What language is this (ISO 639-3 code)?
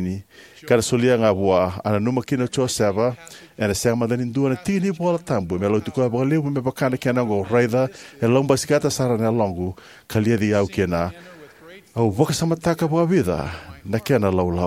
fij